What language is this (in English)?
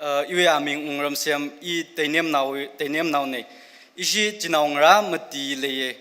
Tangkhul Naga (India)